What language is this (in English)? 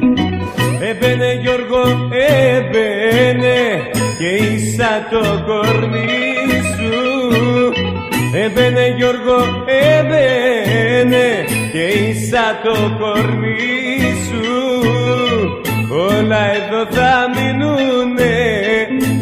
Greek